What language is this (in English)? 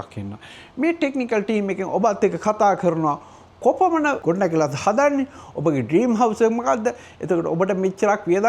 Sinhala